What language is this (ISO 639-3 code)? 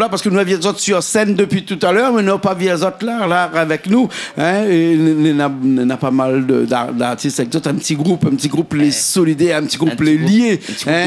rcf